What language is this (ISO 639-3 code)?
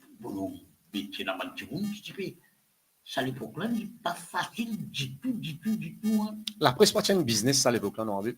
mfe